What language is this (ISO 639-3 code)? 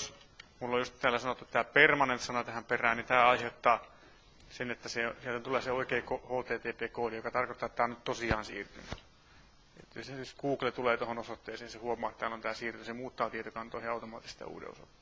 fin